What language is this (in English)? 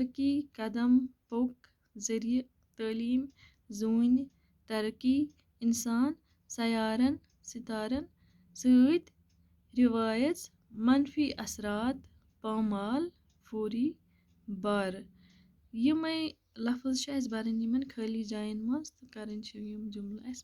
Kashmiri